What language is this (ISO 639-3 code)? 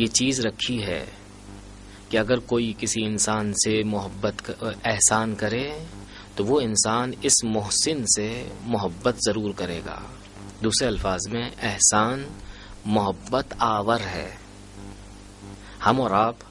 urd